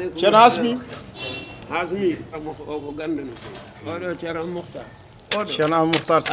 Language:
Fula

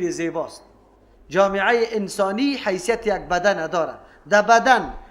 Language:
Persian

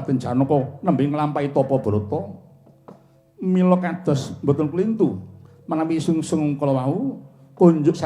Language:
Javanese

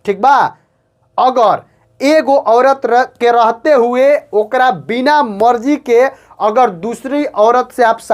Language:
Bhojpuri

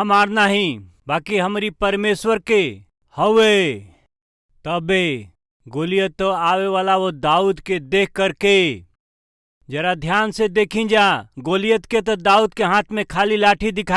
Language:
Bhojpuri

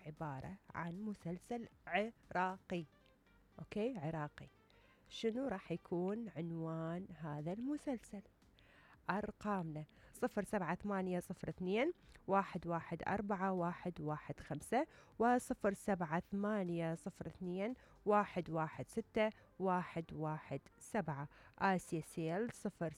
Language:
Mesopotamian Arabic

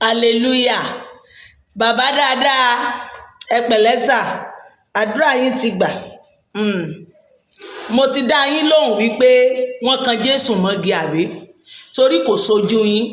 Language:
Yoruba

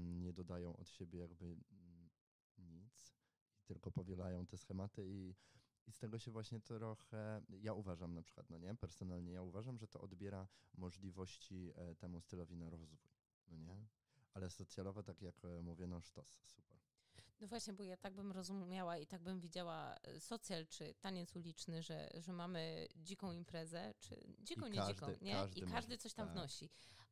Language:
Polish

